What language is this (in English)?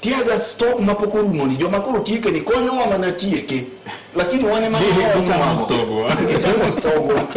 Luo (Kenya and Tanzania)